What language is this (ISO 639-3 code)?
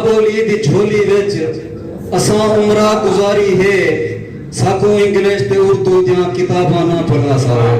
skr